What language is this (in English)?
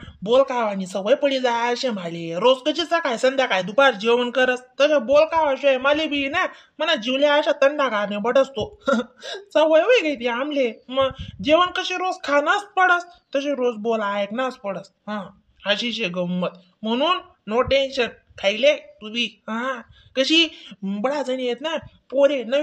Khandesi